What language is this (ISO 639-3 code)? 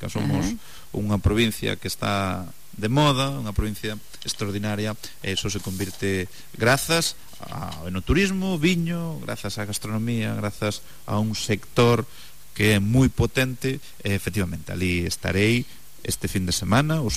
glg